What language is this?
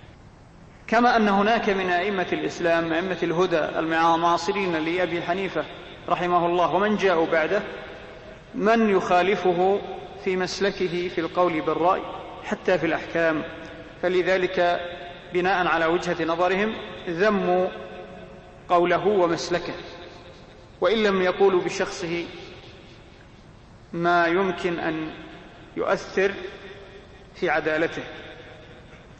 Arabic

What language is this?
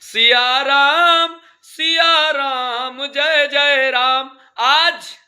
Awadhi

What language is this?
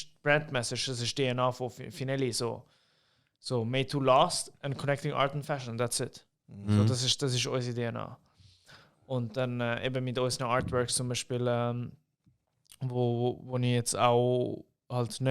Swiss German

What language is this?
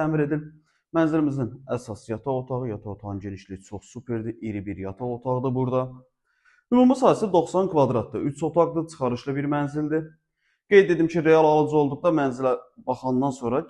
Azerbaijani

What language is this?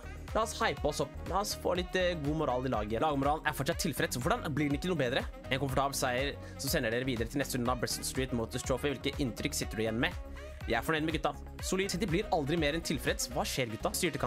Norwegian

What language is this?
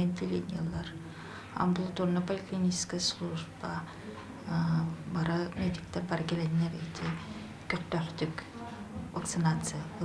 Yakut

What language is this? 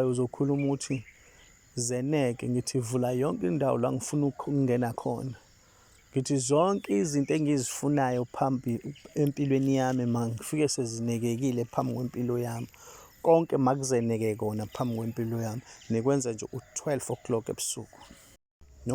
Zulu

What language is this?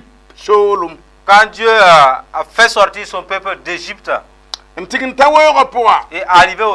Mossi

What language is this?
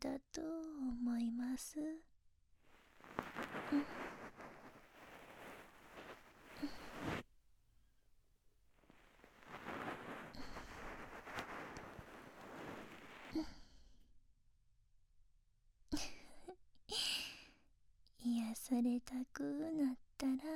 Japanese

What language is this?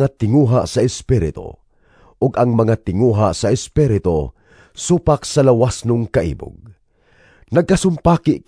Cebuano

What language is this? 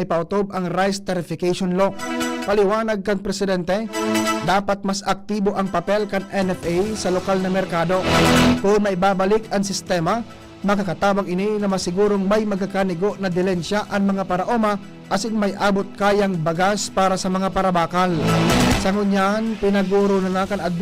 Bikol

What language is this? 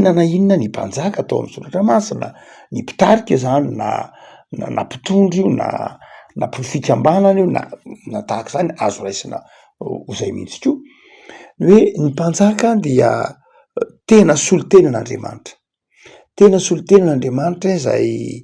Malagasy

